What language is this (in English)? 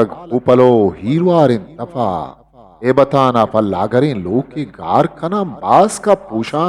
Eastern Balochi